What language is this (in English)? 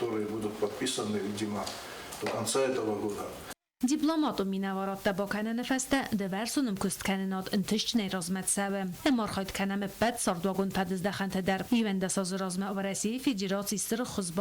Ossetic